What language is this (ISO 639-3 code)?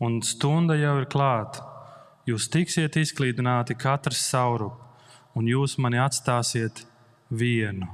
lav